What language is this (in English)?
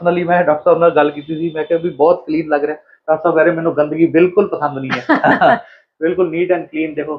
Punjabi